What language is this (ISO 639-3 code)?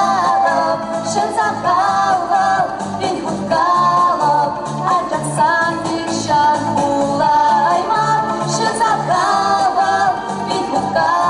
chv